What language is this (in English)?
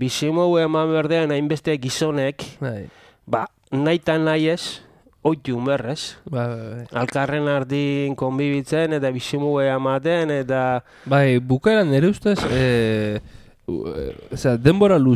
Basque